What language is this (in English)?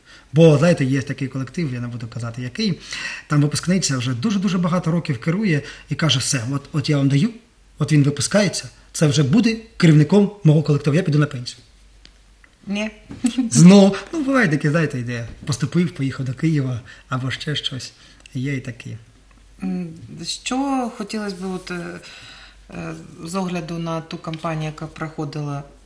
Ukrainian